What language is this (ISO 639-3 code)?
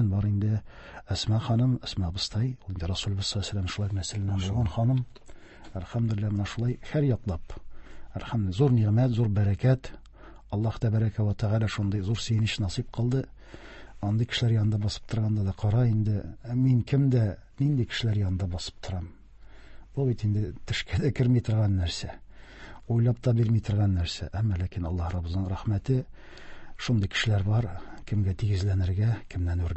tat